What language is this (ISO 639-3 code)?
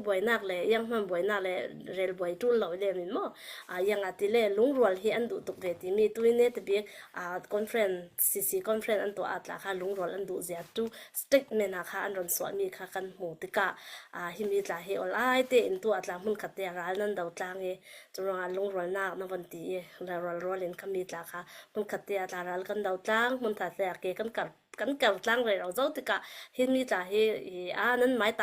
cfm